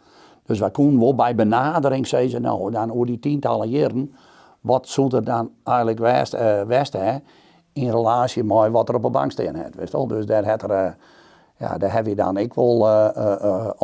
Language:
Western Frisian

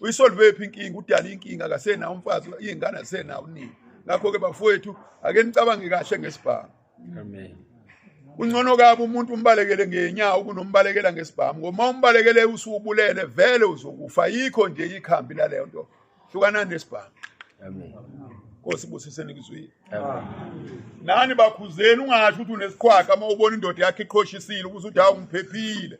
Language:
Zulu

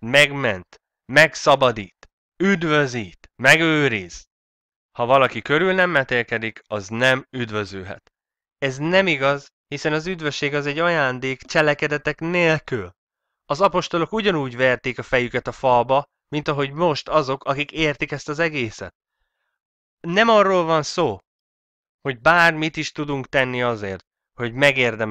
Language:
Hungarian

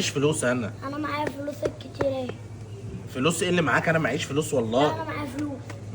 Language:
Egyptian Arabic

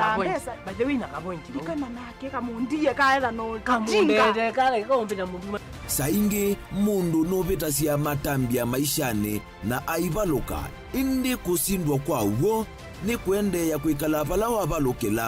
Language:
Kamba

